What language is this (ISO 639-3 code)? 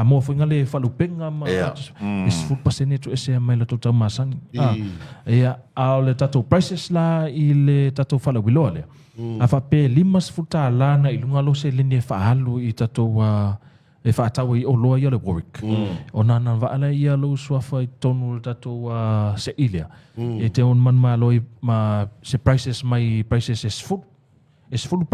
smo